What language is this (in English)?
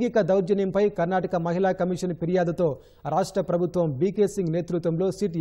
Telugu